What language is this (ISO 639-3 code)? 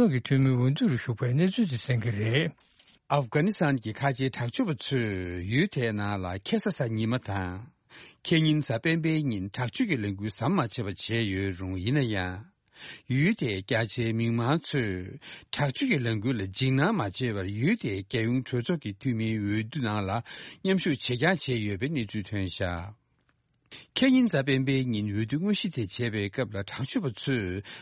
bod